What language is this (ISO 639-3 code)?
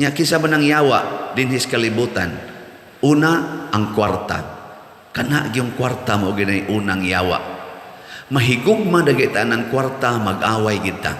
ceb